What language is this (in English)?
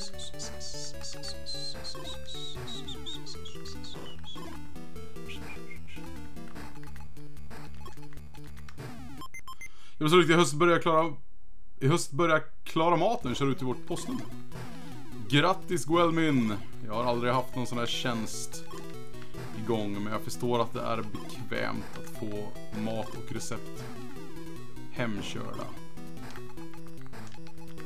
Swedish